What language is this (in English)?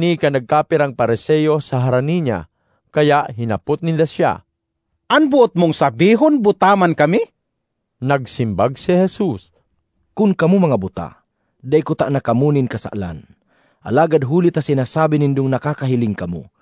Bikol